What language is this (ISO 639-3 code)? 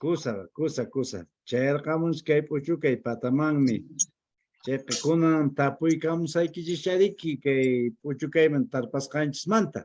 que